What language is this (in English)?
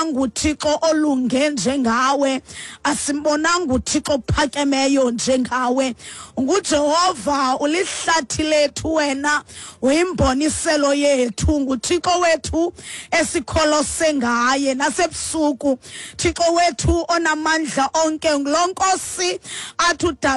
Xhosa